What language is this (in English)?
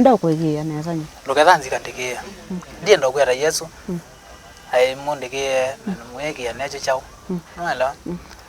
Kamba